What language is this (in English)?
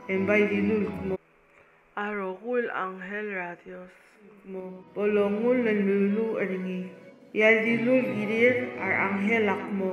Palauan